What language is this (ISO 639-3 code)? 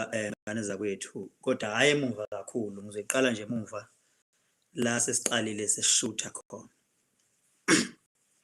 zul